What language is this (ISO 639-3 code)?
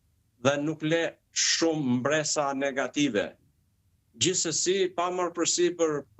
sqi